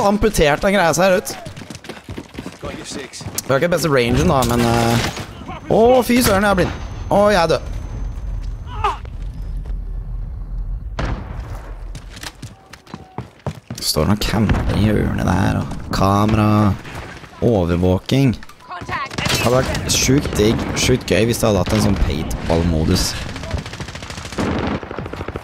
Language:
Norwegian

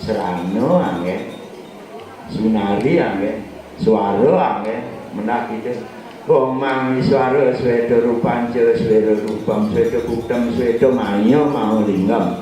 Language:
Balinese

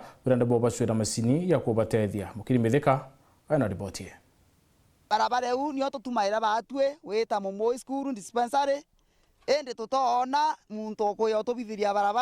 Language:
Meru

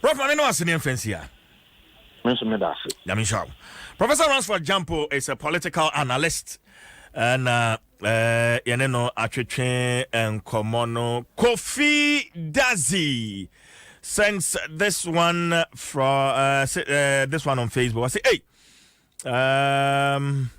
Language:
Akan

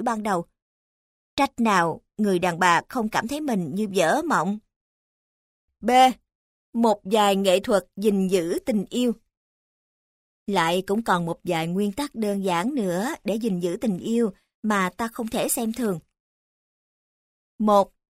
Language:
Vietnamese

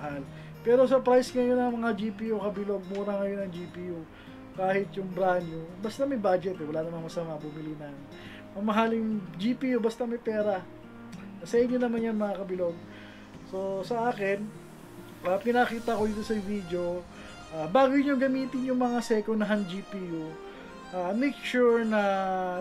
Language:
Filipino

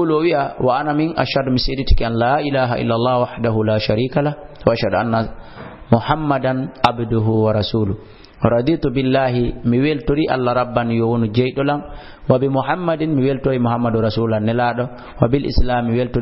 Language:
Fula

